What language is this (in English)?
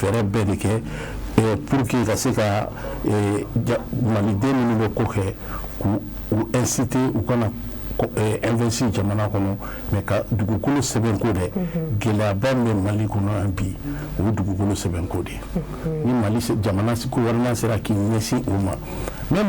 Bambara